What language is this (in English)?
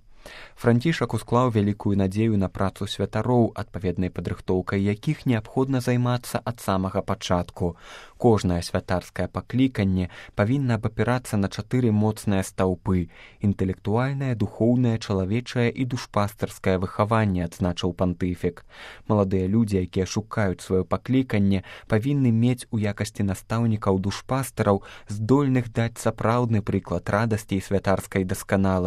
Belarusian